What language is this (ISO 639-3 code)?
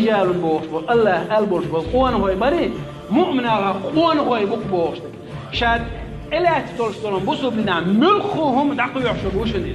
che